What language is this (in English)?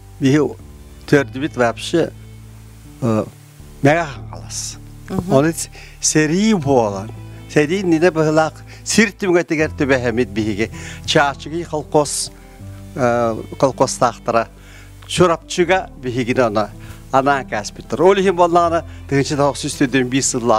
Yakut